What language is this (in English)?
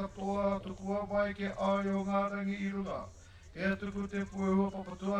Māori